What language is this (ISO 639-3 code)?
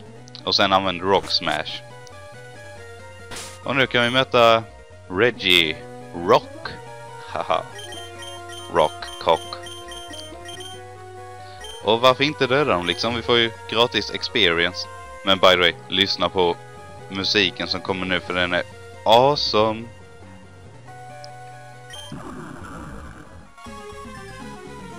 swe